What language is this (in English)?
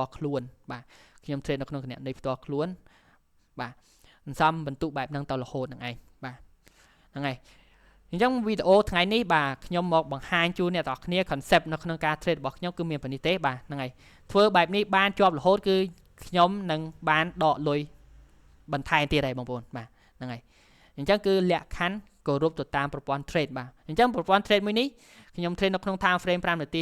Khmer